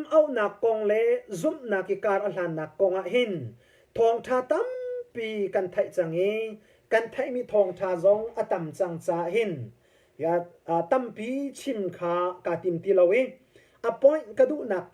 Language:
Hakha Chin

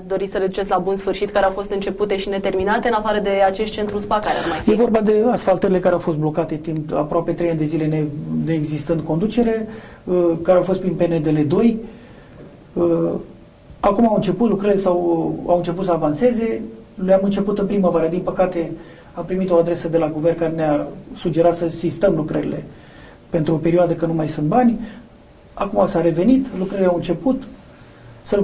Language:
Romanian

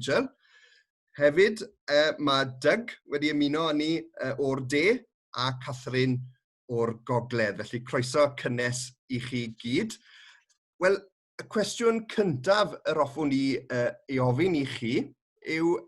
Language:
Welsh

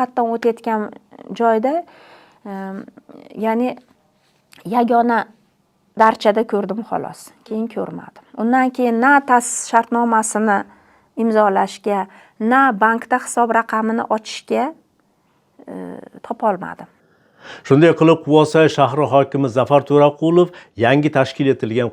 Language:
Uzbek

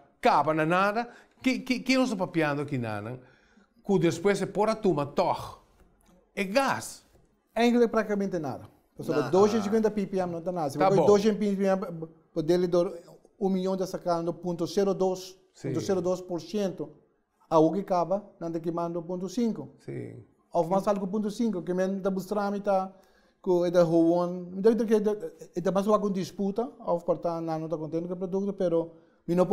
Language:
Papiamento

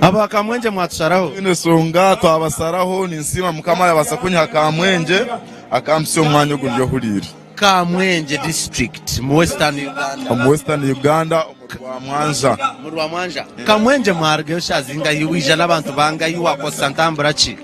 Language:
Ganda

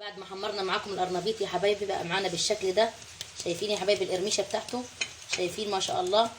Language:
Egyptian Arabic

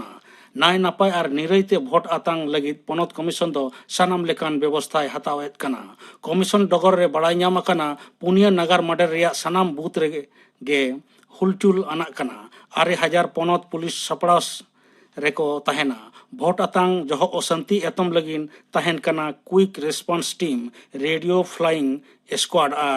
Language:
Santali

